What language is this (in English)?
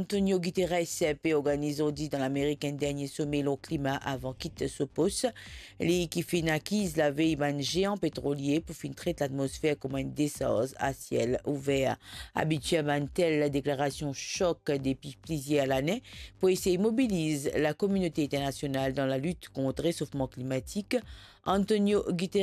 Morisyen